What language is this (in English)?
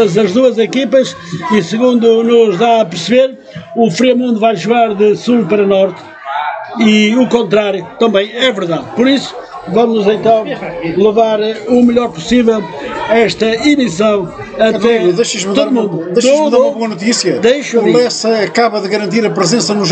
Portuguese